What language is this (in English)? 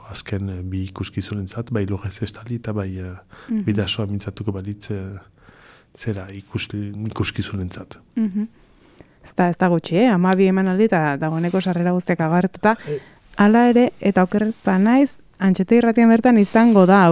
Basque